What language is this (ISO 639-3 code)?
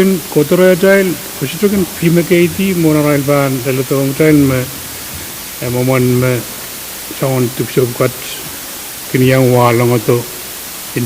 pon